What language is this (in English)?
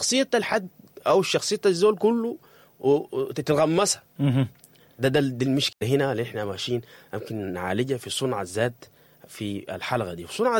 Sudanese Arabic